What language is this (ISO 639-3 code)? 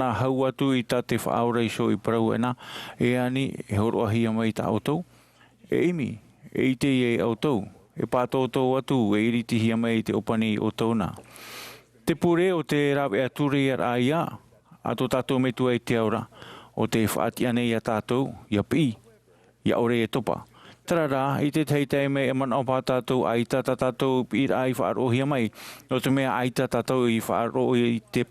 tah